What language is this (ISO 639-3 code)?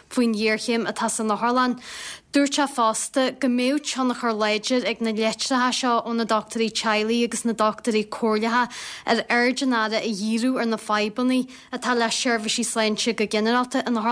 gle